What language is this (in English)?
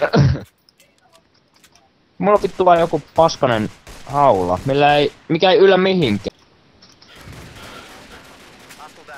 Finnish